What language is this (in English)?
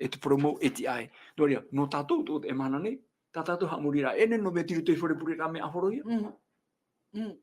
Tahitian